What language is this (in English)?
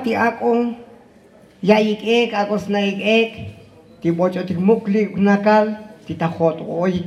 Tzotzil